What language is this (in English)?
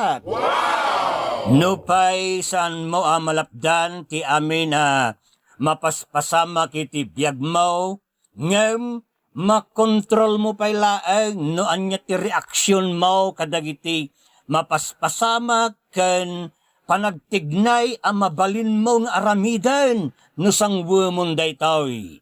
Iloko